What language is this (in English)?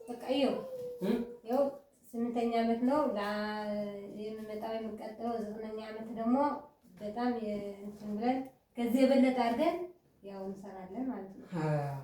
Amharic